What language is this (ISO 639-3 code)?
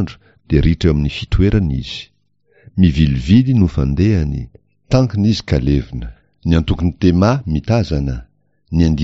mlg